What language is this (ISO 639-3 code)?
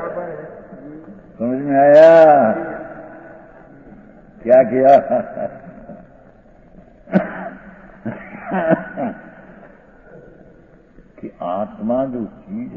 hin